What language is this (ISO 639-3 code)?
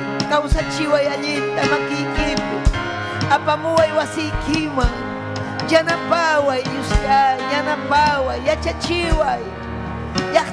quy